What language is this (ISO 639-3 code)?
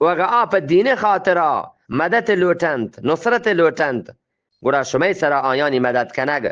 bgp